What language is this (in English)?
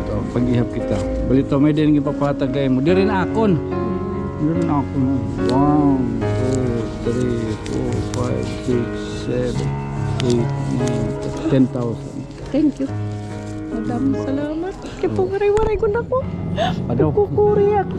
Waray